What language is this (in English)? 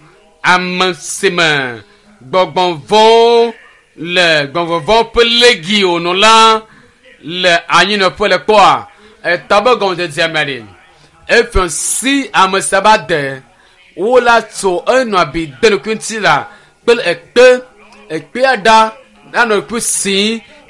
Ewe